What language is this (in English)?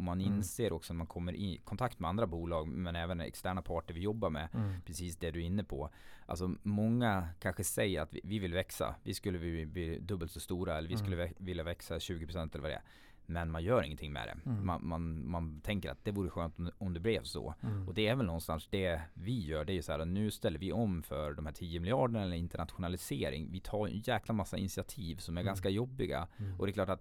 Swedish